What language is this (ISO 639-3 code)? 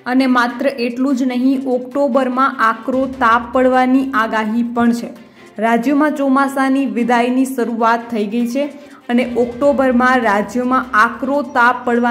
guj